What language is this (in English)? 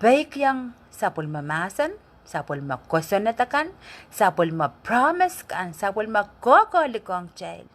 Pohnpeian